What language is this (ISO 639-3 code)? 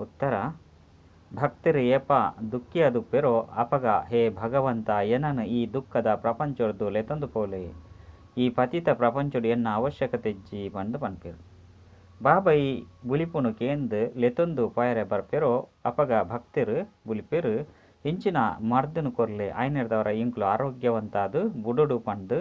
tcy